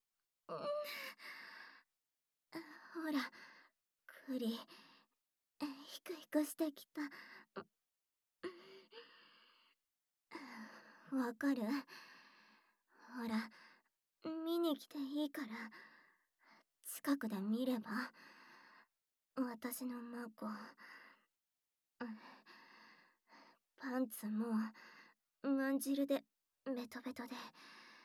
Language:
Japanese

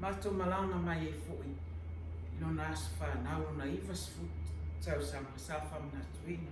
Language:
Samoan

